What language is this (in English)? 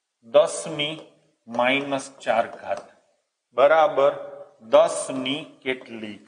Gujarati